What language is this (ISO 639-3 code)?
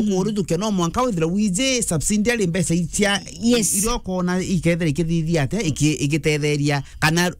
mer